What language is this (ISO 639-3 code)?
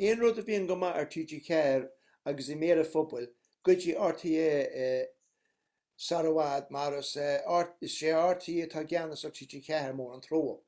gle